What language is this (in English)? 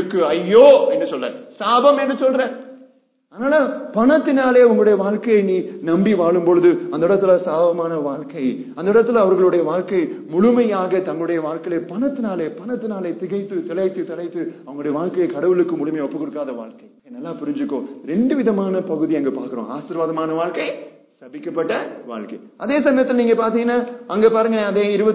Tamil